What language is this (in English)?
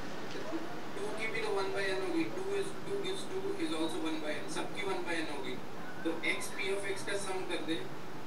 Hindi